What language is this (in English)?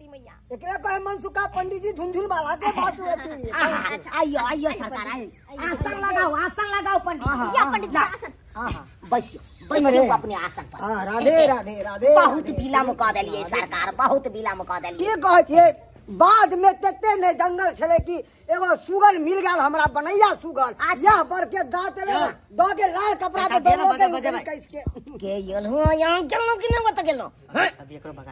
Maithili